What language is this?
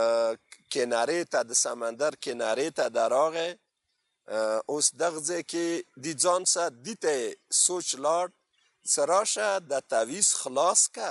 Pashto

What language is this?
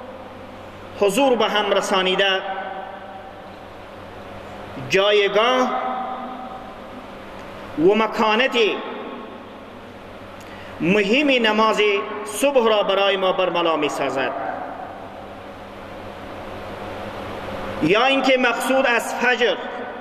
Persian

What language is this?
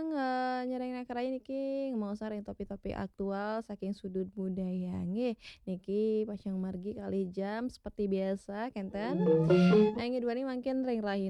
Balinese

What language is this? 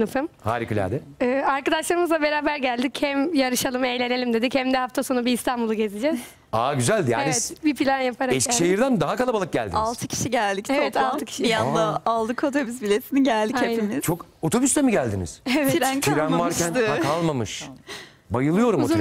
Turkish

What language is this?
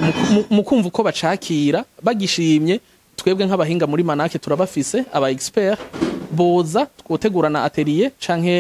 Rundi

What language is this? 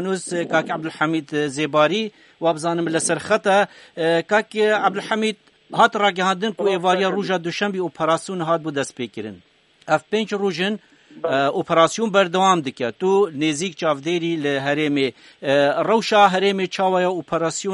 Kurdish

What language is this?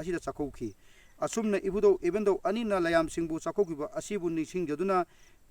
Manipuri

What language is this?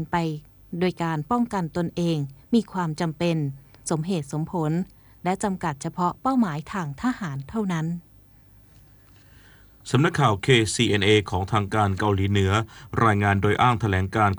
Thai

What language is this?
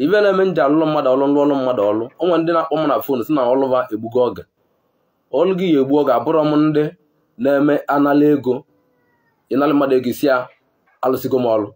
Igbo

